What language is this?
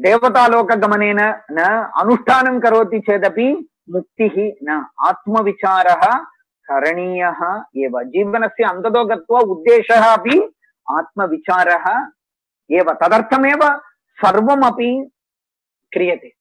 Sanskrit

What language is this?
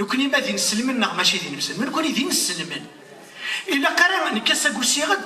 Kabyle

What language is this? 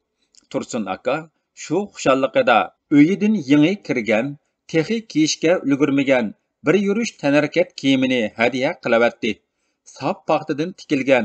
Uyghur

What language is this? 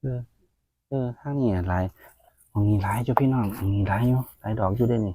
Northeastern Thai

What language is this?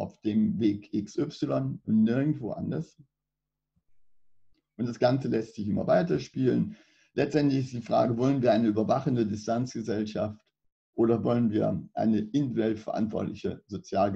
German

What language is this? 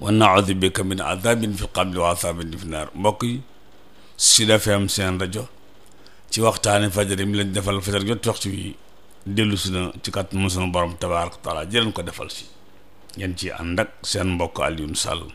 Wolof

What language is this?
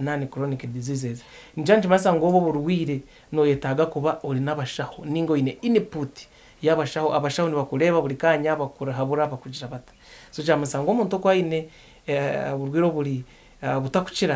Nyankole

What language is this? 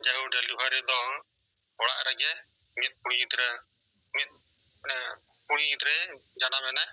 Santali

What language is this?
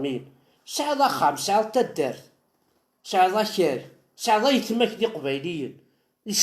Kabyle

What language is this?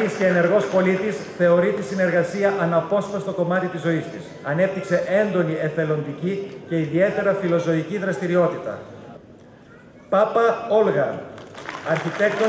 Greek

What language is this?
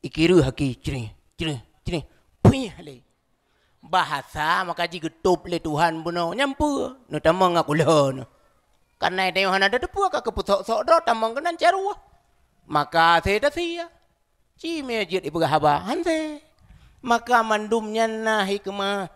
Achinese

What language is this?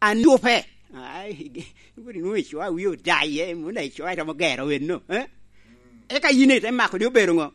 Lango (Uganda)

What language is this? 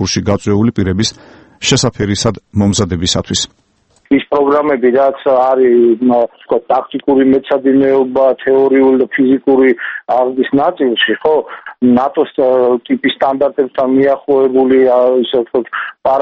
Georgian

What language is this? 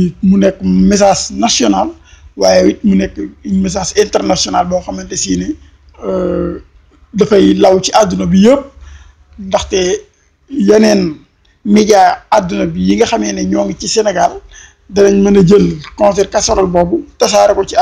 Wolof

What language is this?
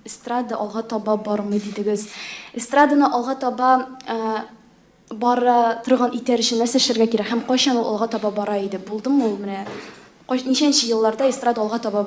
Tatar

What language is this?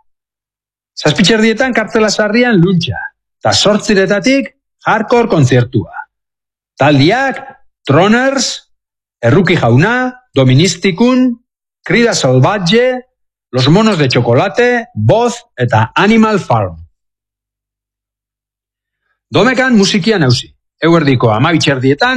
Basque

